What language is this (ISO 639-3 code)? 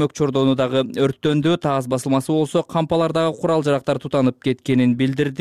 kir